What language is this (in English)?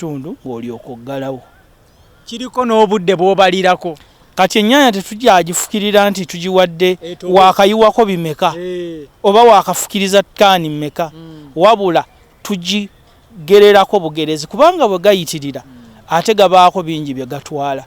Ganda